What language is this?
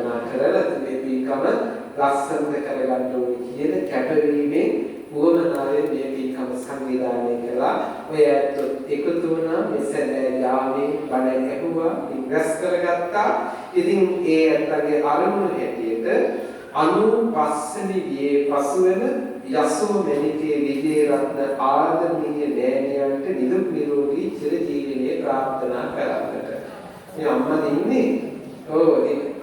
Sinhala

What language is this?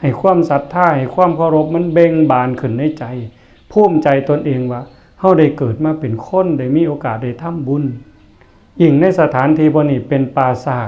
Northeastern Thai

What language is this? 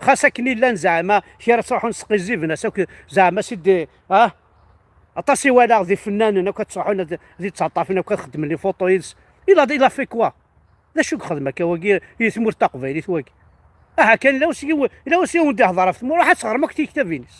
Kabyle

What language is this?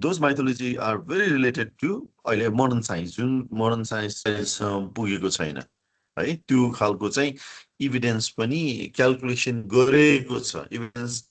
Nepali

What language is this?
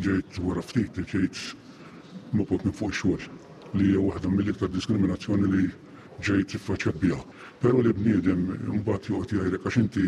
Maltese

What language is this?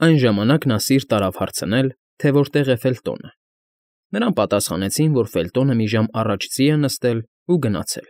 Armenian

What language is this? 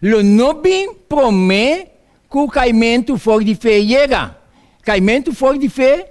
Papiamento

